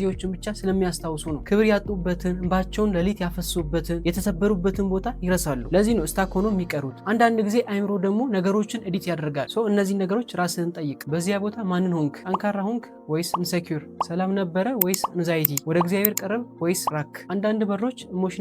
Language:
Amharic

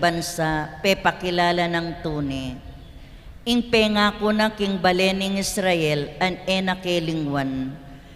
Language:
Pampanga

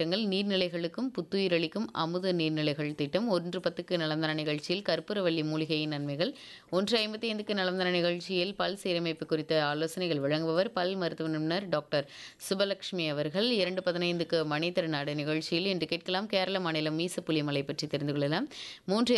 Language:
Tamil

